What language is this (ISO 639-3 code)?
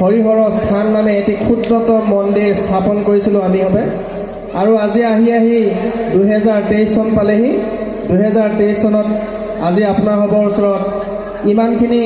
asm